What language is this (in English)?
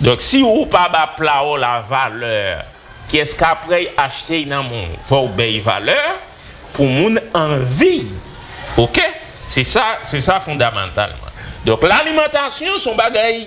Haitian Creole